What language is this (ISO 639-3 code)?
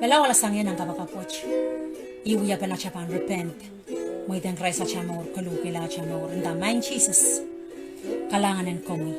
pon